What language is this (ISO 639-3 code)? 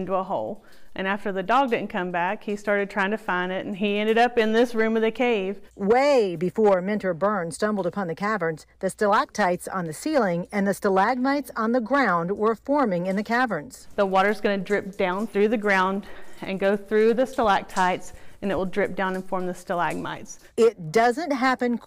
eng